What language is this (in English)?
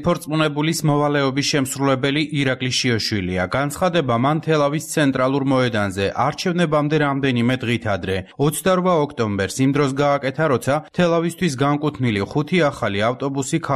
Georgian